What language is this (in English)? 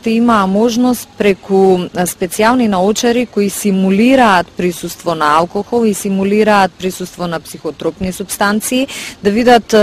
Macedonian